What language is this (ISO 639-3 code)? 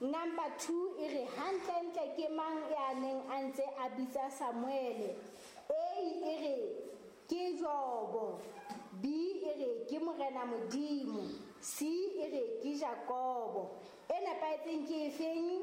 sot